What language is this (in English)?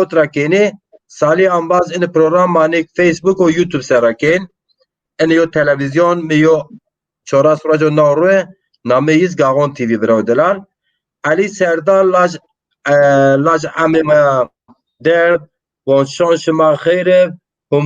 Zaza